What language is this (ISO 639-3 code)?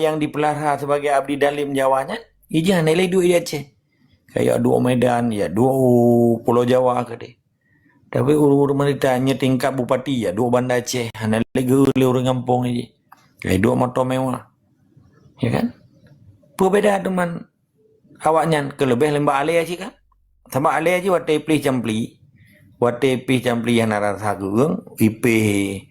ace